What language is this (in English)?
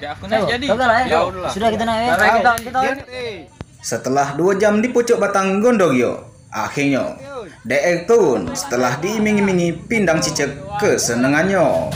Musi